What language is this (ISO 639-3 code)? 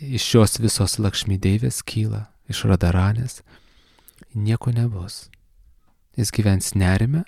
lit